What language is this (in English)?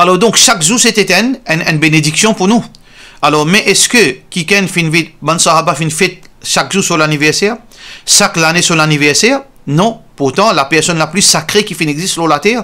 Morisyen